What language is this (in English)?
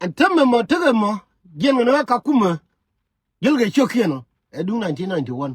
Nuer